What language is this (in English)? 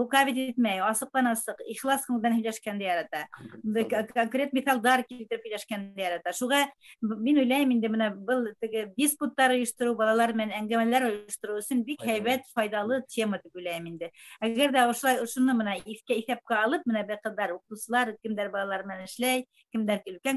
Bashkir